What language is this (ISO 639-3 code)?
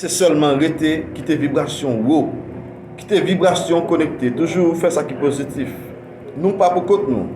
hat